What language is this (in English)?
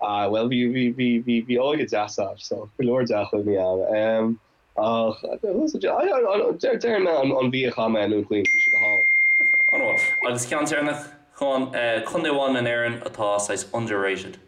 Irish